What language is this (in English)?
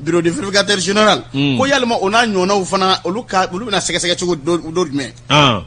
Bambara